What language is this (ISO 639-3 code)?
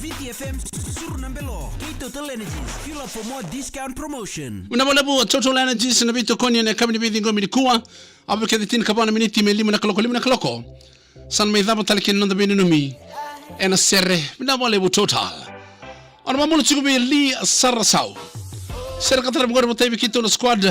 fij